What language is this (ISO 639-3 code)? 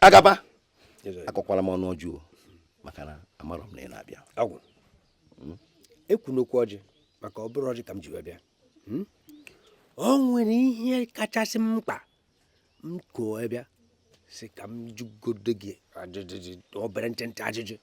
ibo